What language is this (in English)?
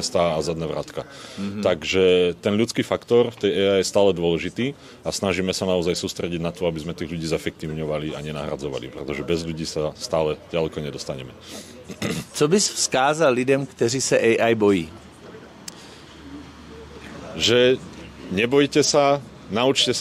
Slovak